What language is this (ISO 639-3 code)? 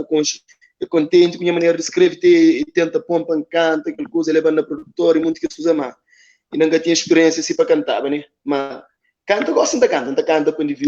kea